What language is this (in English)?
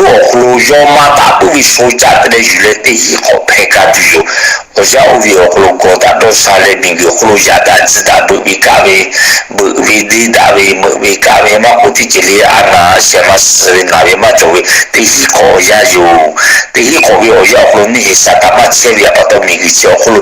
Lahu